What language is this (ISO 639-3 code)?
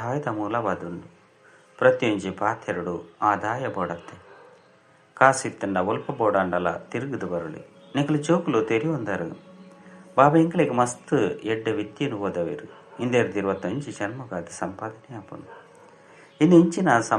tcy